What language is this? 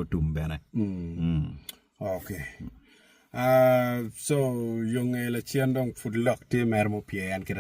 Acoli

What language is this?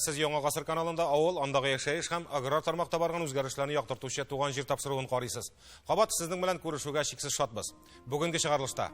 Tatar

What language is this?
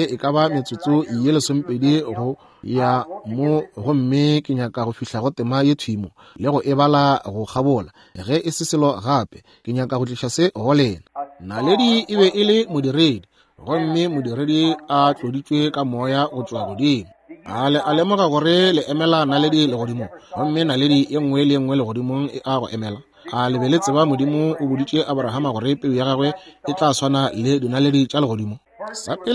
Northern Sotho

